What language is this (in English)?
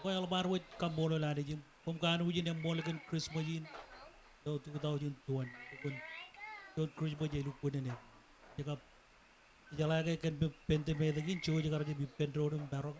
Marshallese